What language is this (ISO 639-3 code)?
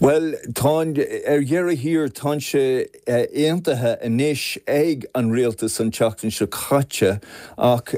gle